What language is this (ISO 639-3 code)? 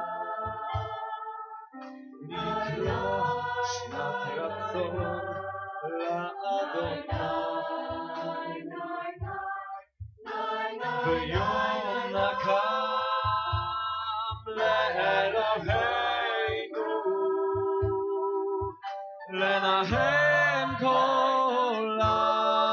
pol